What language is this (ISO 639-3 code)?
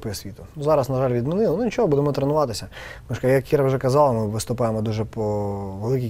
ukr